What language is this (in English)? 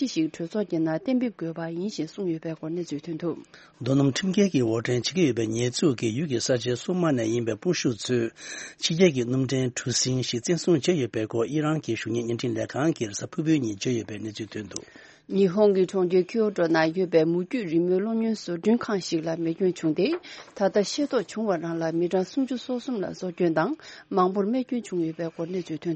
Tibetan